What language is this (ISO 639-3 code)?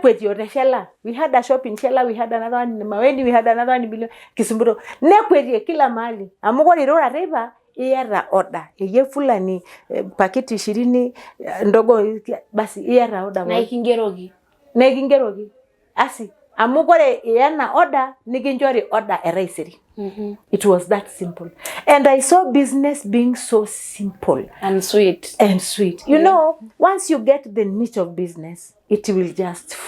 mas